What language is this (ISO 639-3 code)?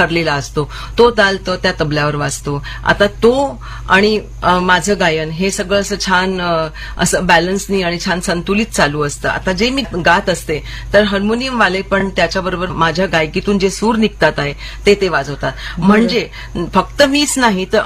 mar